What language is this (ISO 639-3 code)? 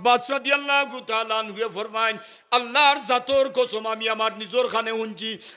syl